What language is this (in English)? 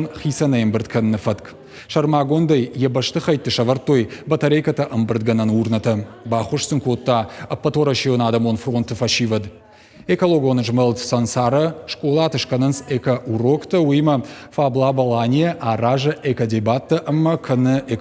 Ossetic